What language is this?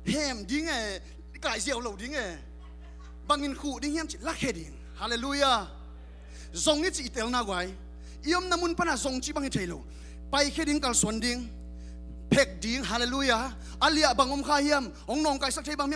Tedim Chin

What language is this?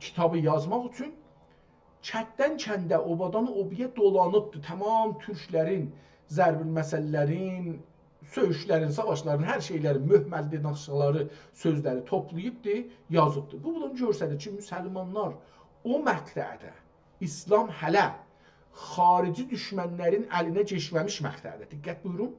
South Azerbaijani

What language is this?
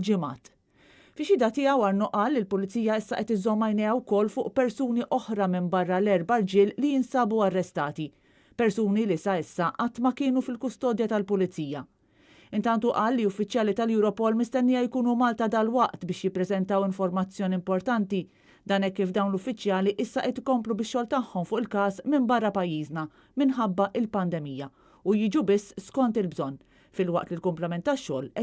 Maltese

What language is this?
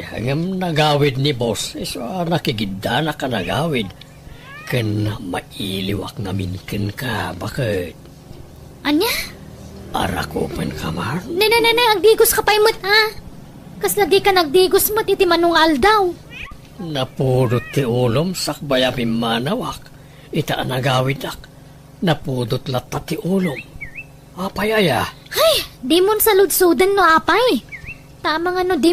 Iloko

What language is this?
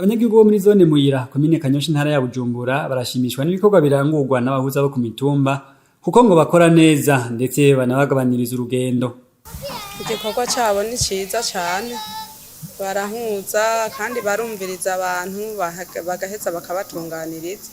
Rundi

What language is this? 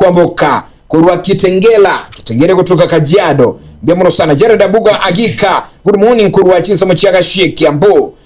Gusii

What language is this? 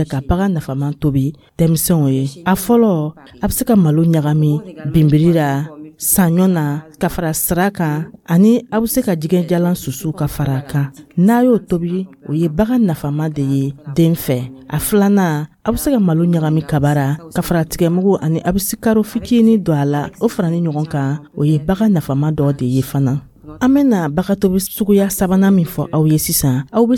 Dyula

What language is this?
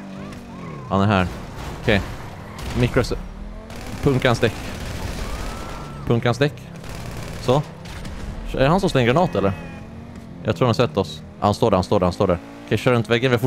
Swedish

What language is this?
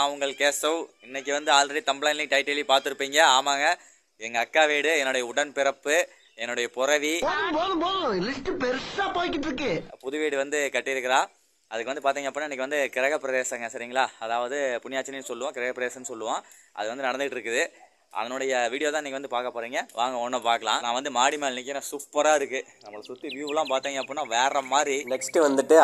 Tamil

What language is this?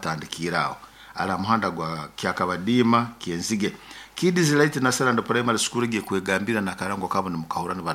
Nyoro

